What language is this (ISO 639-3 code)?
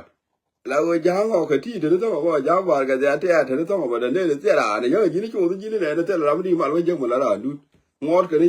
nus